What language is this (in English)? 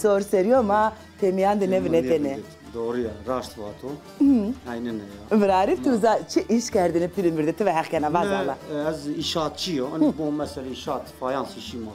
Zaza